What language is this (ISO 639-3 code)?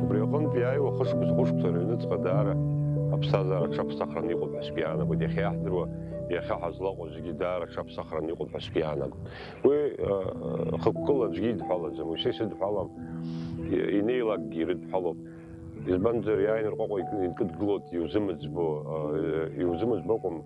abk